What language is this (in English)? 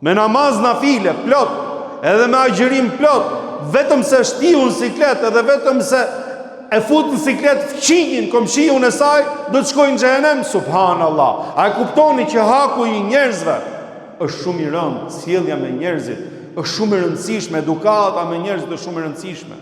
Albanian